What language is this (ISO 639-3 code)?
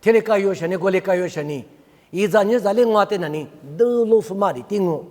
lis